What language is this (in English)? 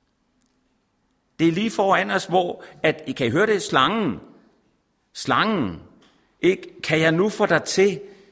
Danish